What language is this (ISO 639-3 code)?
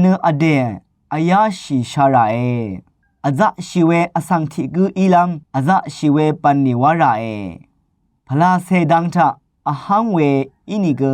raw